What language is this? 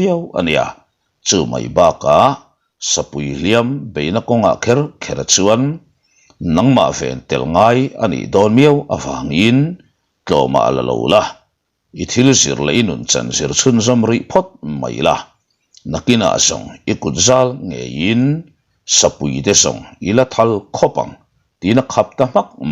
Mizo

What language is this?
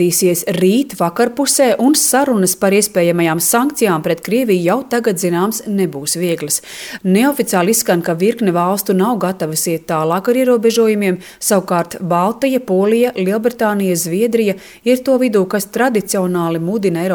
Latvian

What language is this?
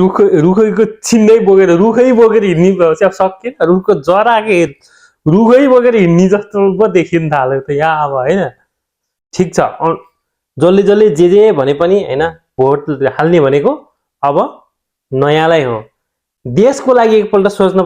Nepali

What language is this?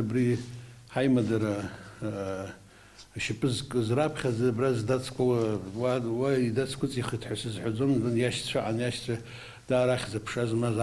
Abkhazian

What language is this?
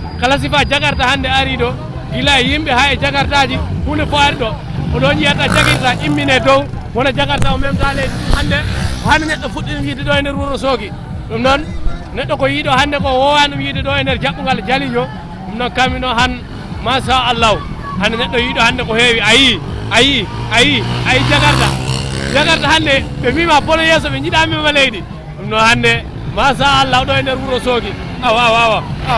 Fula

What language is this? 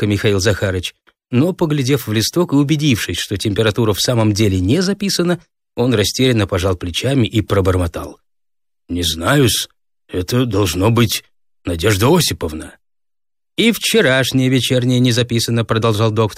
Russian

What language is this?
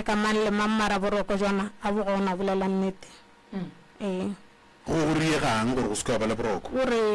Northern Sotho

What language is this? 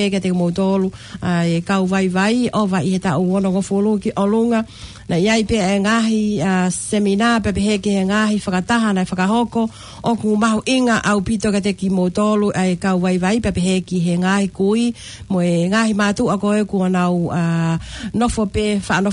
Tongan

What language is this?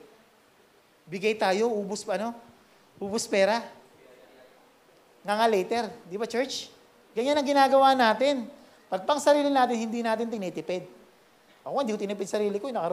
Filipino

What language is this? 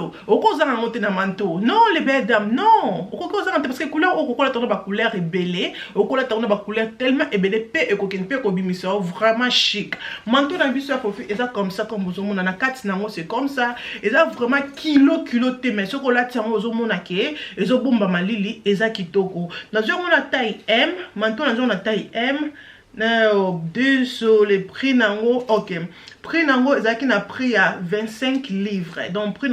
Lingala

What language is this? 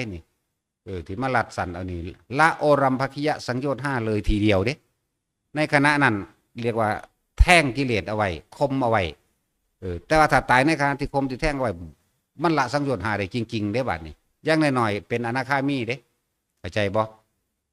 Northeastern Thai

